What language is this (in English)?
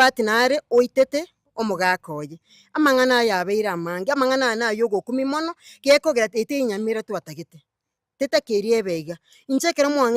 Gusii